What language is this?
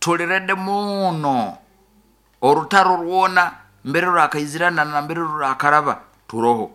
Nyoro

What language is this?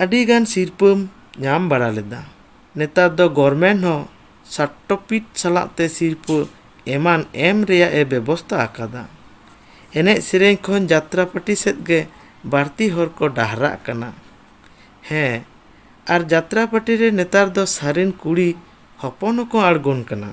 Santali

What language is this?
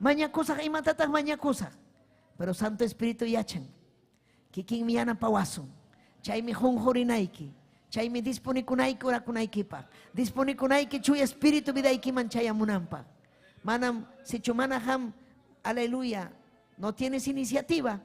Ayacucho Quechua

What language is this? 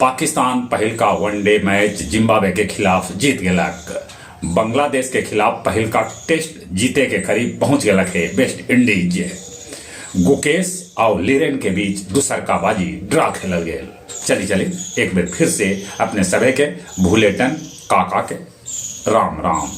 Magahi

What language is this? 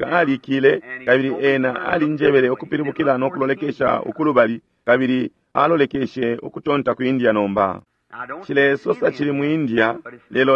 Bemba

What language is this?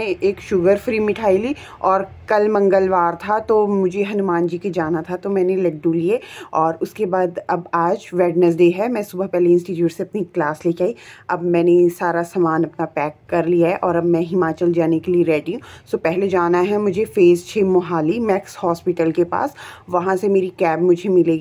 Hindi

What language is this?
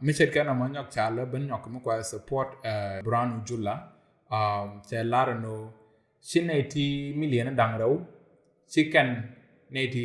Nuer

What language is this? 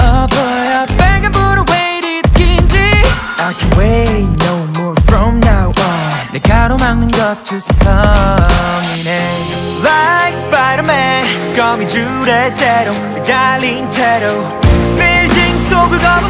Korean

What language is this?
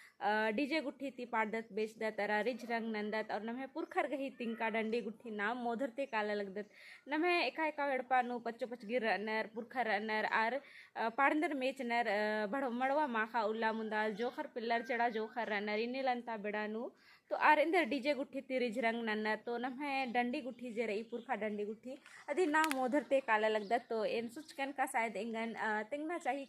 Kurukh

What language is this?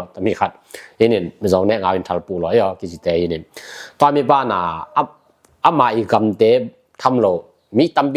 Tedim Chin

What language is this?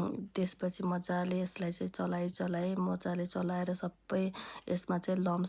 Nepali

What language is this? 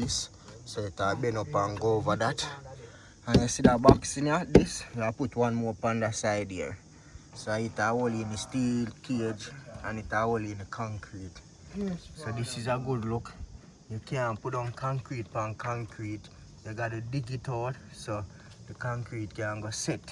Jamaican Creole English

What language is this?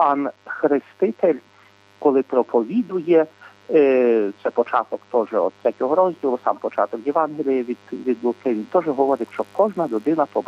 Ukrainian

